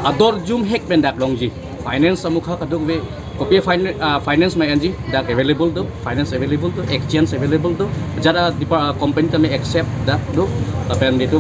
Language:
Karbi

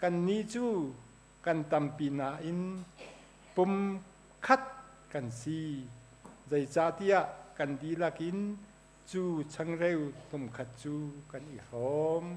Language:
Hakha Chin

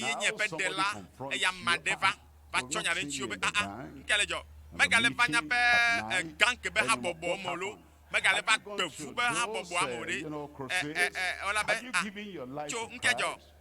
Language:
Ewe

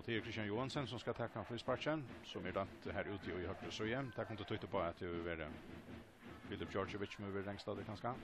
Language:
Faroese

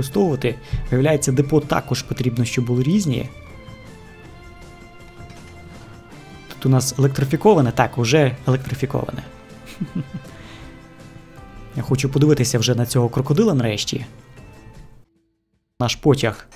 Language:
Ukrainian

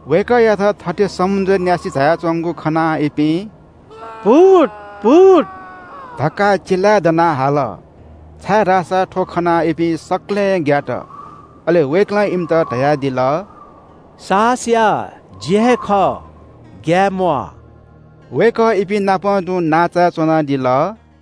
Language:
Newari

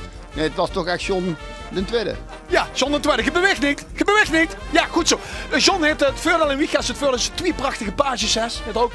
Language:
Limburgish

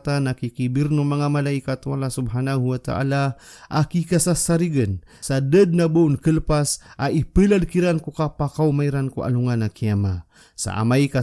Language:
Maranao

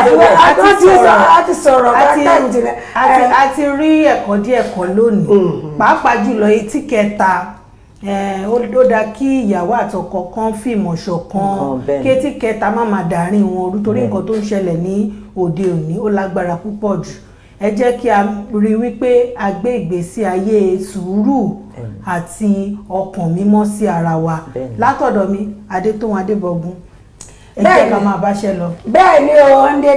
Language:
Yoruba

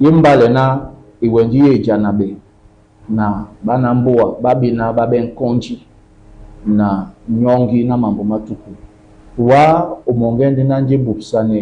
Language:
Duala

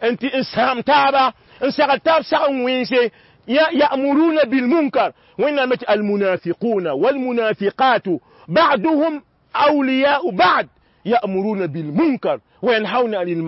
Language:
Mossi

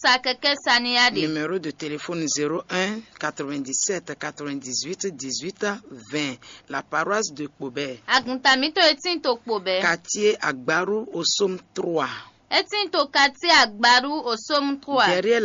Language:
Fon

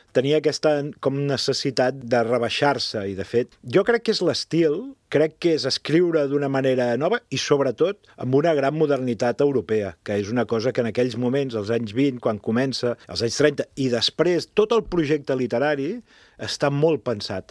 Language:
Catalan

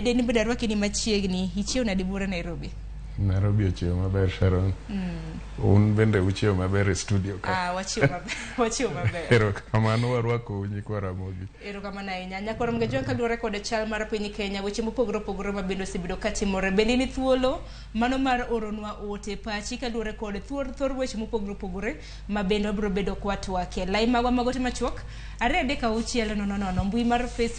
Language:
Luo (Kenya and Tanzania)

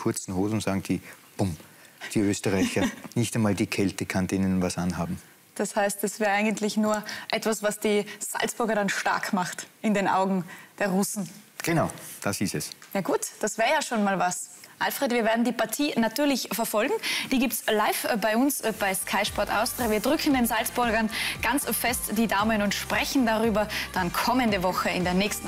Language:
German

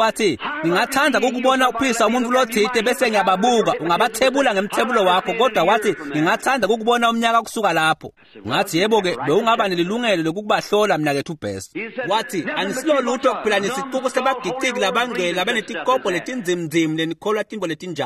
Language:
Swati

